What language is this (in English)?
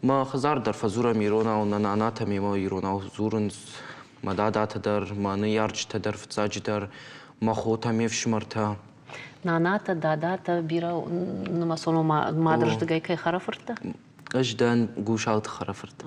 Ossetic